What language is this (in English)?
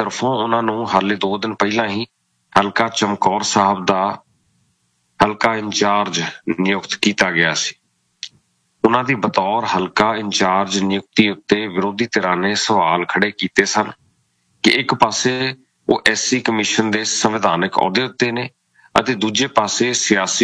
Punjabi